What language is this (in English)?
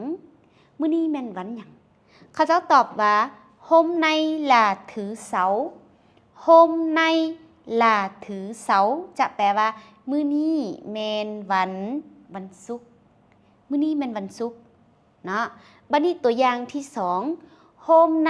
Lao